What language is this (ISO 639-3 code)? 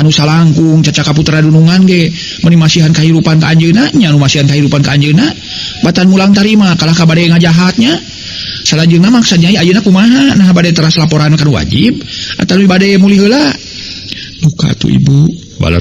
sun